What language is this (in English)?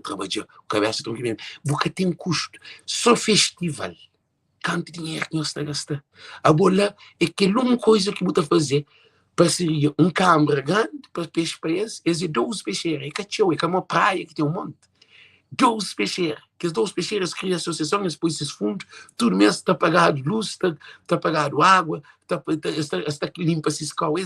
Kabuverdianu